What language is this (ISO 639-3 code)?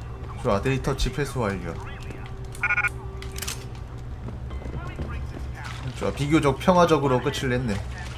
kor